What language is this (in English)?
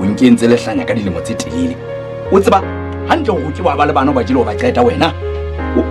Southern Sotho